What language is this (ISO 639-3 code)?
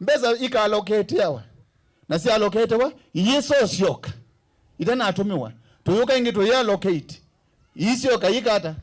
kam